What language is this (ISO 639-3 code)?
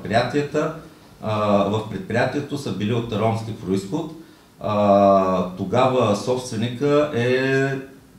bul